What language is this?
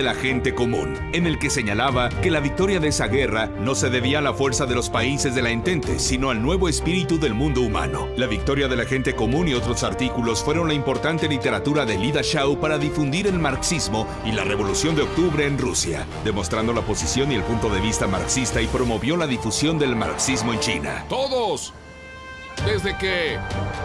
Spanish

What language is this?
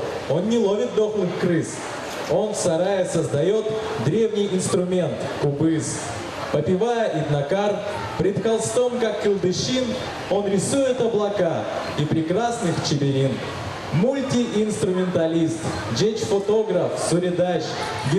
Udmurt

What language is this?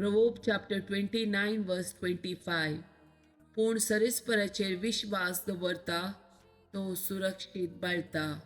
Konkani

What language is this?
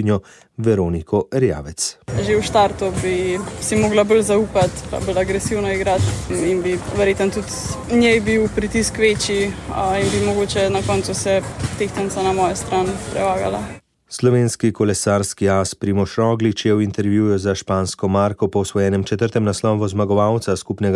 Slovenian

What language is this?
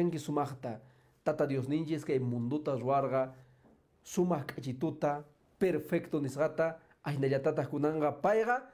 Quechua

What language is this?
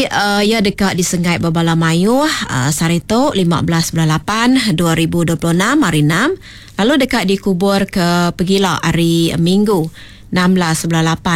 Iban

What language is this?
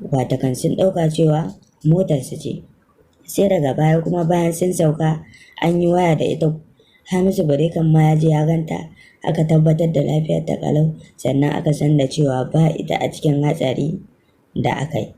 Hausa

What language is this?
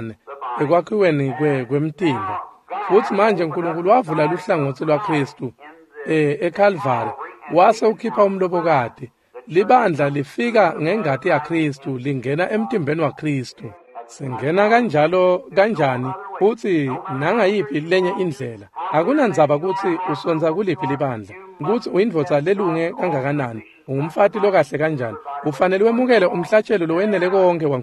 Swati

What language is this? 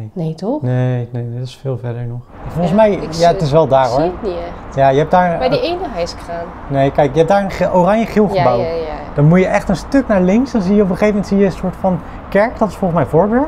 Dutch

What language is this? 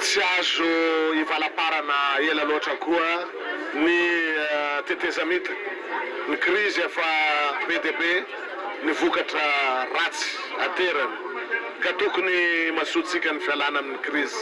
Malagasy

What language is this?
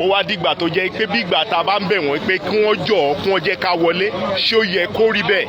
Yoruba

